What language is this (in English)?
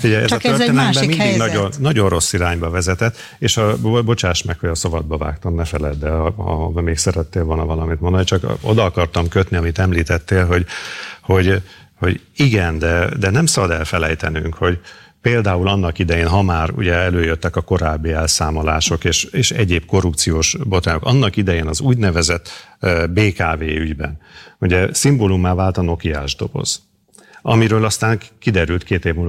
Hungarian